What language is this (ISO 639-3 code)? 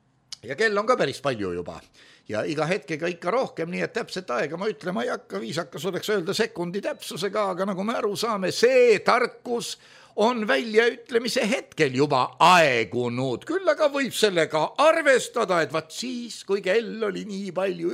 est